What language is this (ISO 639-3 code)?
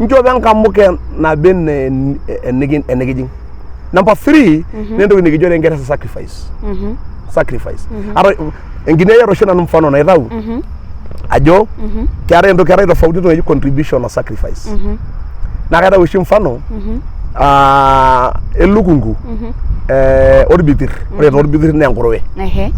mas